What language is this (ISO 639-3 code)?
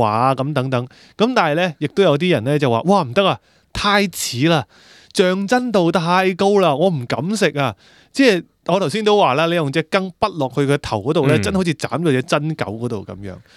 yue